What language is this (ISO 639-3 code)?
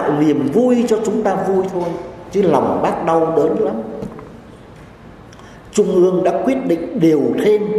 vie